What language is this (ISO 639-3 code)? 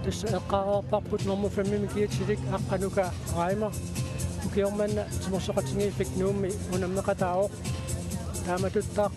kal